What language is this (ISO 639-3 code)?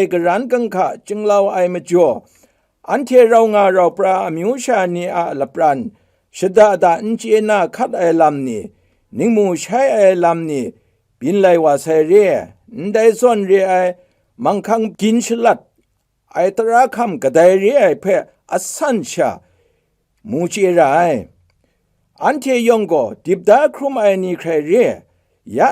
kac